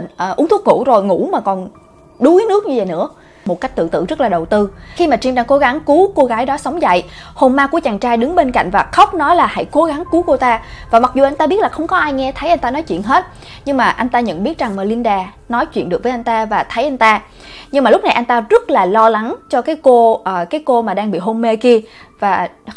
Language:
Vietnamese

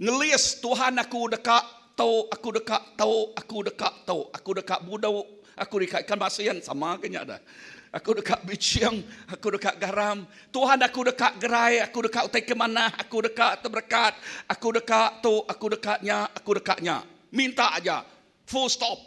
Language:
Iban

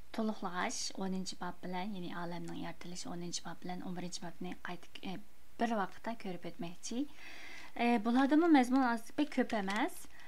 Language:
Uyghur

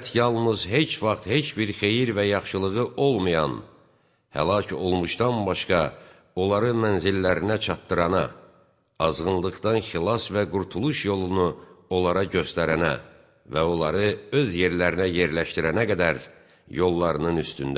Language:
Azerbaijani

